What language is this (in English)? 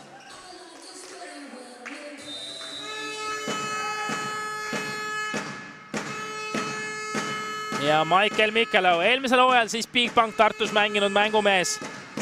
Estonian